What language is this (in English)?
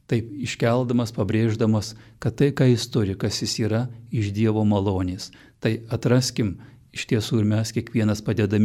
Lithuanian